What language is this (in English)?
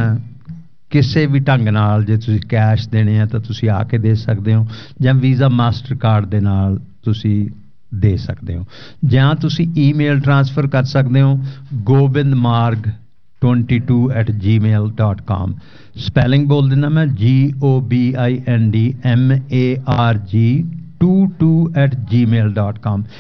Punjabi